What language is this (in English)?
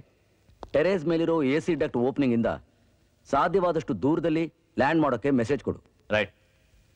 Kannada